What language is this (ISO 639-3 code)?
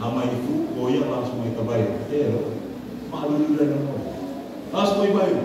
nia